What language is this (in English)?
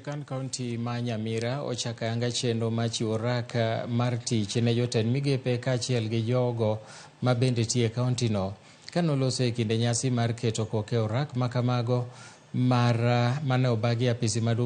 Luo (Kenya and Tanzania)